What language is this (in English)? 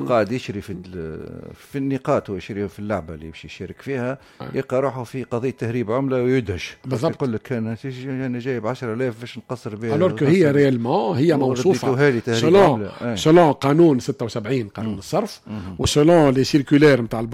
Tunisian Arabic